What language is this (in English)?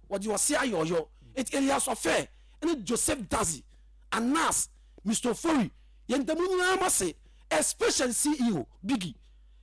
Akan